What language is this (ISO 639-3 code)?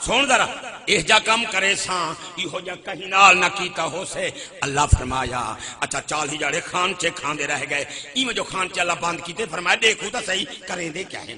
skr